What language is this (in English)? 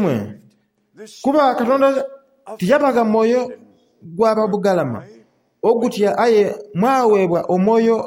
Soga